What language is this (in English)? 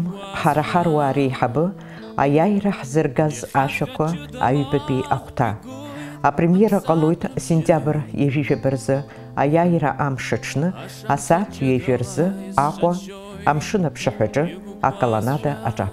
Abkhazian